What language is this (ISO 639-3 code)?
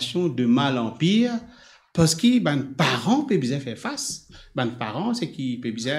mfe